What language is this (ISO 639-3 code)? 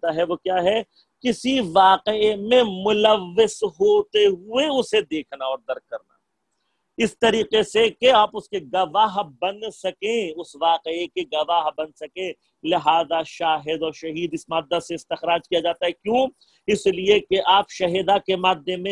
urd